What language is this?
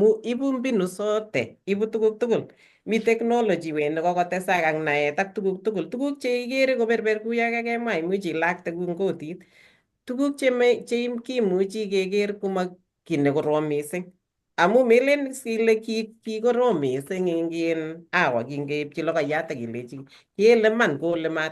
Kalenjin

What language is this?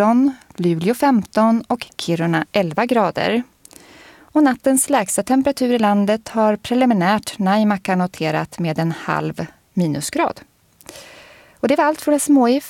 Swedish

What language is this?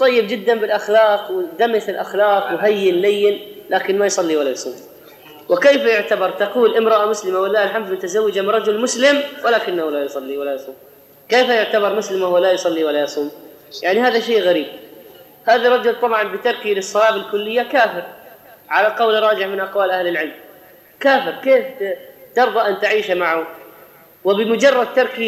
Arabic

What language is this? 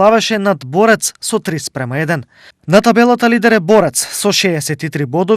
Macedonian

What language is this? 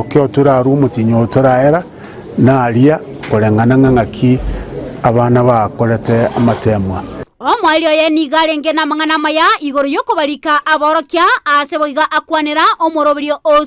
Gusii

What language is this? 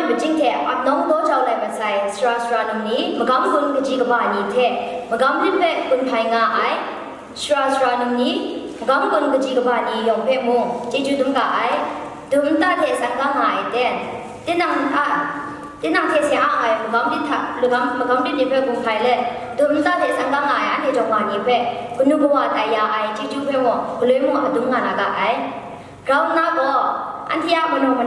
Kachin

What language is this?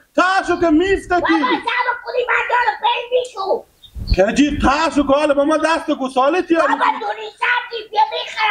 Persian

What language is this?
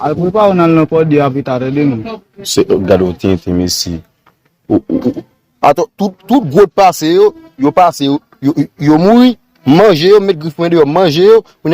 Haitian Creole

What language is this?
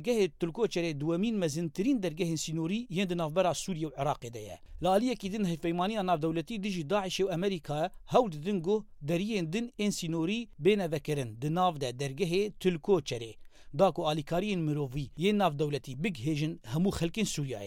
Kurdish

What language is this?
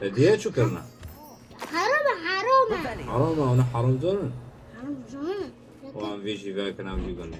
Kurdish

